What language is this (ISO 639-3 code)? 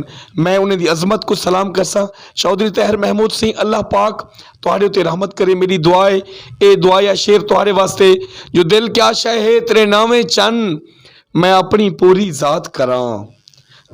lah